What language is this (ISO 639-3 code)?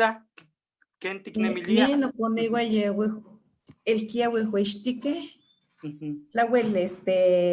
nhe